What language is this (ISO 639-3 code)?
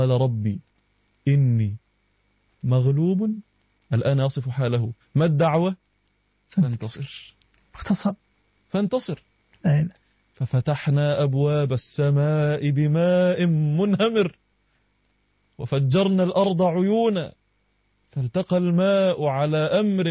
ara